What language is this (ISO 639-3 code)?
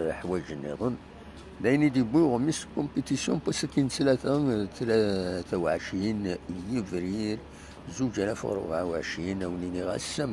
kab